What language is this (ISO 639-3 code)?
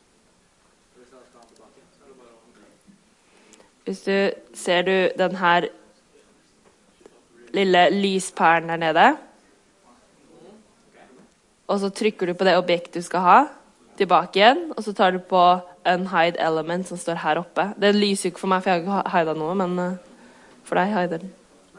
nor